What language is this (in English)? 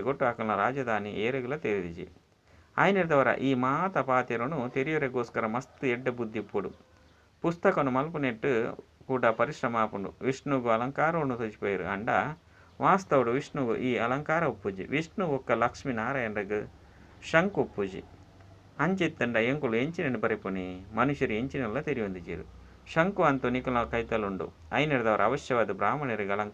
Tulu